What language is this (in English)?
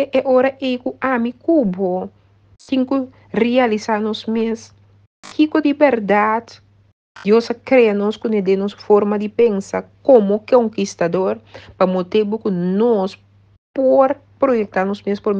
Papiamento